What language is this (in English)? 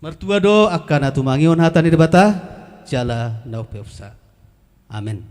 Batak Toba